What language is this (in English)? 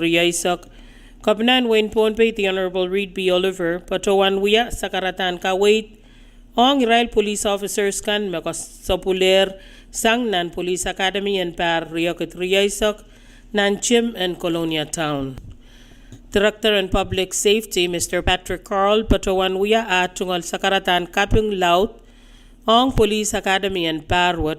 Pohnpeian